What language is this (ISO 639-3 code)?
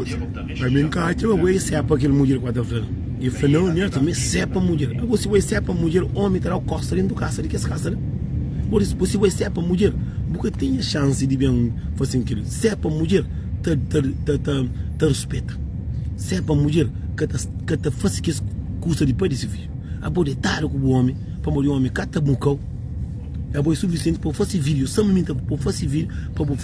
kea